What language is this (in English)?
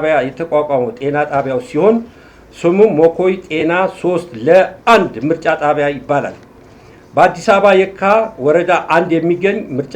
Amharic